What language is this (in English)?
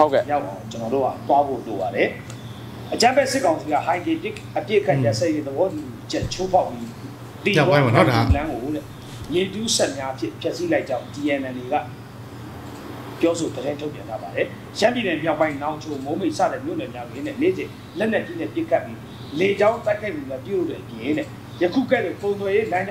Burmese